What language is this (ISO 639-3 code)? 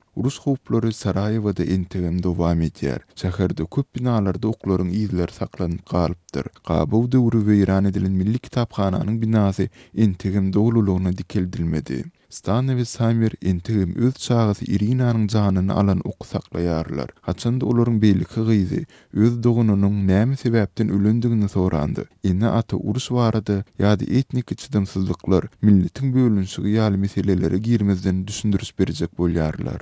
tuk